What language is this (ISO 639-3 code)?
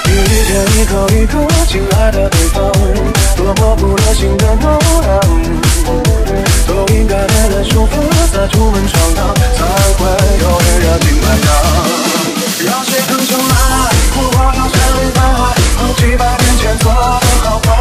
zho